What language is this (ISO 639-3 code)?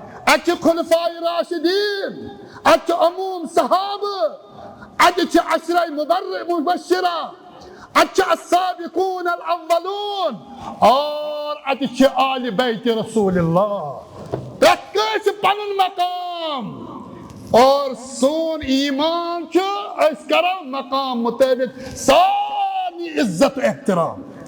kas